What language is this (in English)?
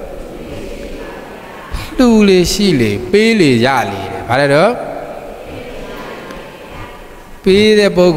Burmese